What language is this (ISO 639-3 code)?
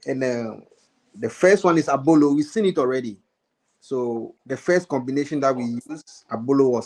ewe